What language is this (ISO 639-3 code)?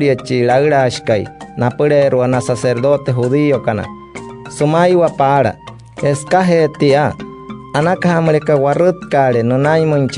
guc